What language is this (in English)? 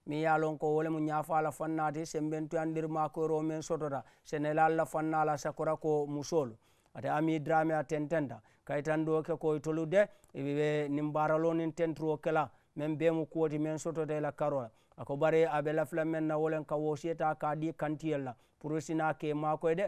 Mandingo